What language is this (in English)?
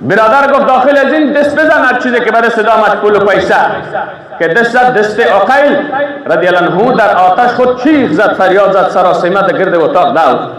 Persian